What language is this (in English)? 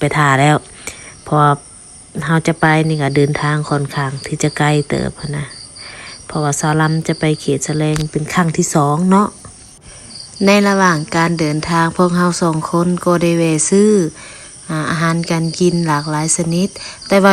Lao